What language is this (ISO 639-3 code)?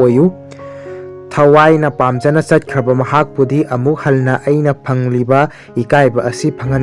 mni